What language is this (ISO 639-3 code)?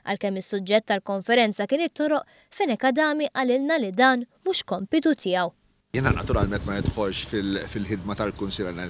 mlt